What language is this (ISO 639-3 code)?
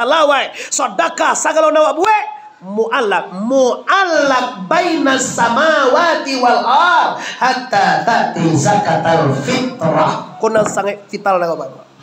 min